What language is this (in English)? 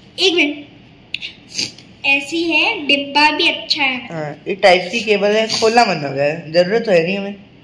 Hindi